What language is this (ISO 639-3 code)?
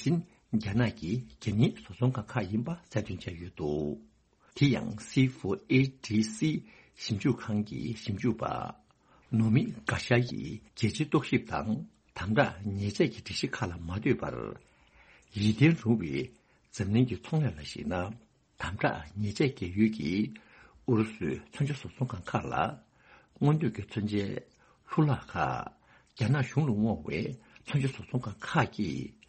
bod